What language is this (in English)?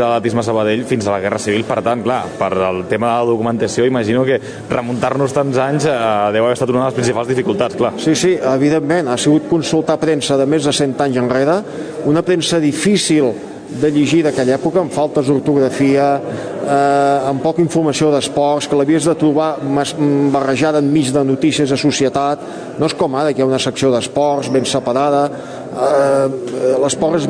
Catalan